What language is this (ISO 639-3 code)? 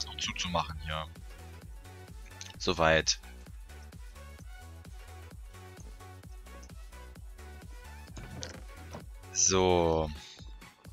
deu